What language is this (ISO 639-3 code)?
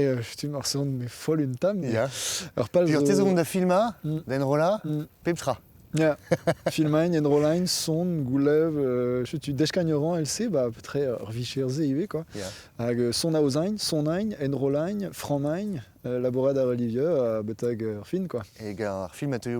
bre